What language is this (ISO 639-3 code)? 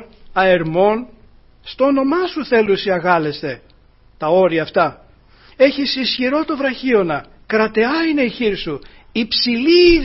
ell